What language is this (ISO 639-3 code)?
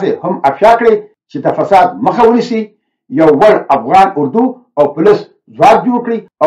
pus